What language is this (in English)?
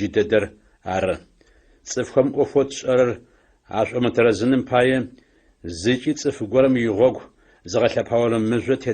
Adyghe